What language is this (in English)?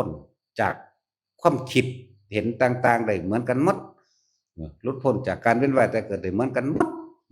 Northeastern Thai